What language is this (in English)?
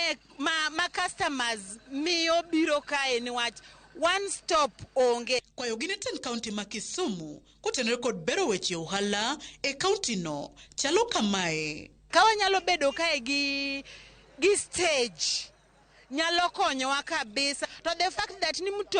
Luo (Kenya and Tanzania)